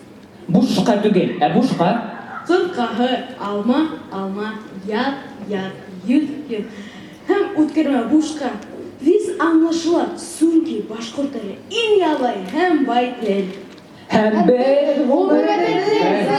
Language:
Bashkir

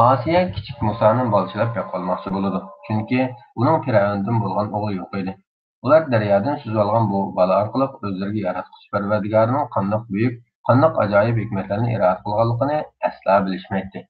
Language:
Uyghur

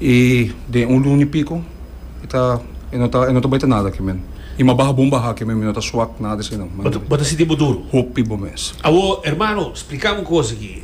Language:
Papiamento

